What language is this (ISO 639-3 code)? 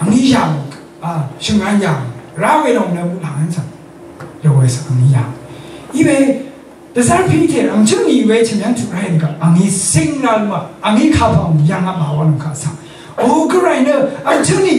raw